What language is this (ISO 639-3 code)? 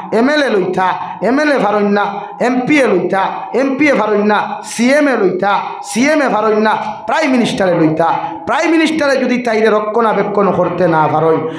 syl